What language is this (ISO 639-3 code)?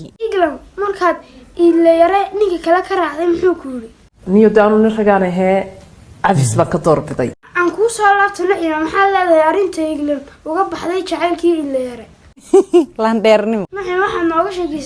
som